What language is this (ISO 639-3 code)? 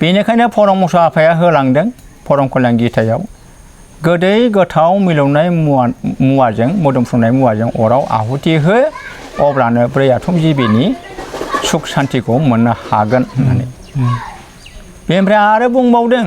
brx